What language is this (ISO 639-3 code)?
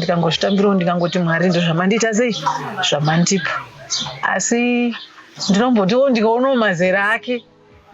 sna